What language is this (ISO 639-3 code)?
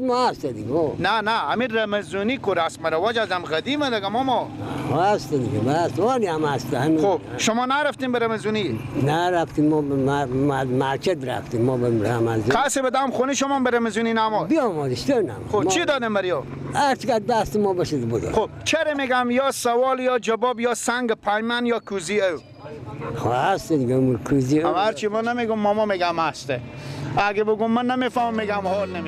fas